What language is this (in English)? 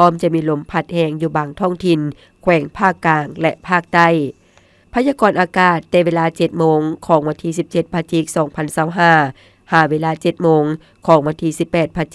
Lao